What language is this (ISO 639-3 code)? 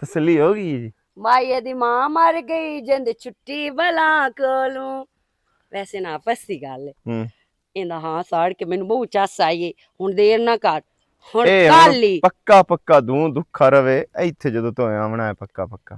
lah